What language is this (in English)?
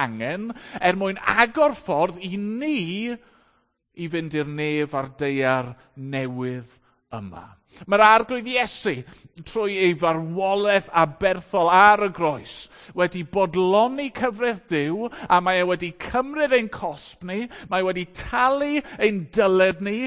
Welsh